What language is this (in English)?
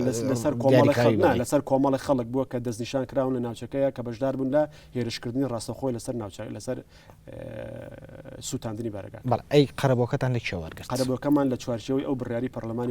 Central Kurdish